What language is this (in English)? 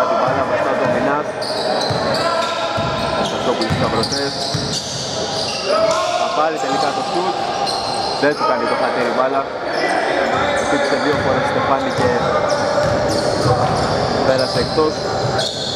Greek